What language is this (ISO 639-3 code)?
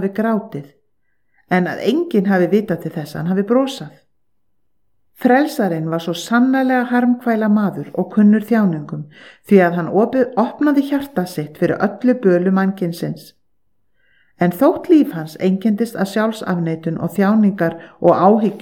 isl